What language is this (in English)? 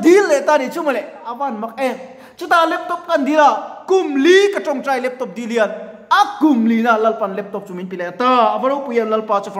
Mizo